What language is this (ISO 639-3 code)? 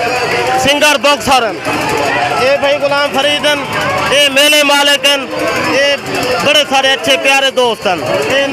skr